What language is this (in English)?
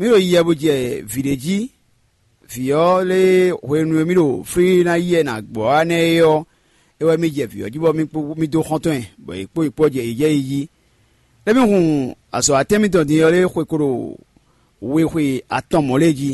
Fon